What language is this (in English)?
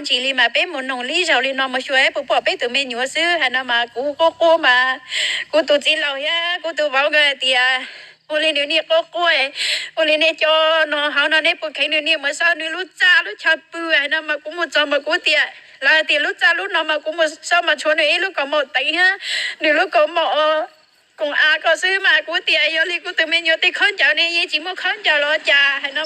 Hmong